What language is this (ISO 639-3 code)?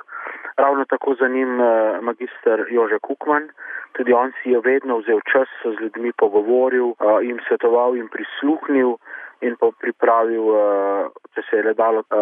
slv